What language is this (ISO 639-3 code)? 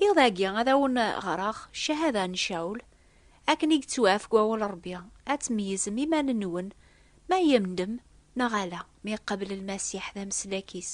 kab